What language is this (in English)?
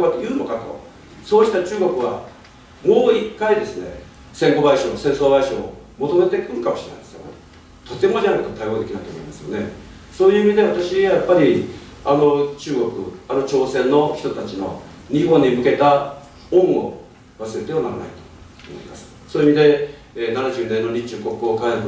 Japanese